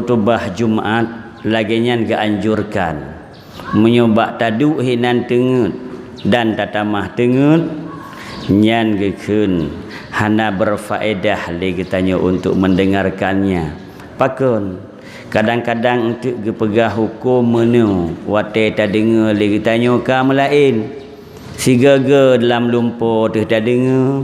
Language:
Achinese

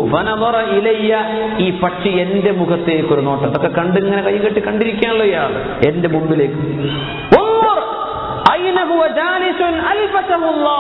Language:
Malayalam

